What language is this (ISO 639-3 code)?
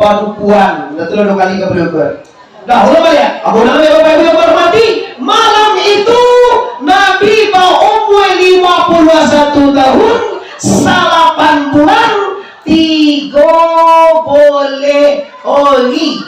min